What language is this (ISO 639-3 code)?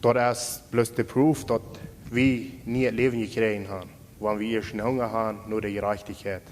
pdt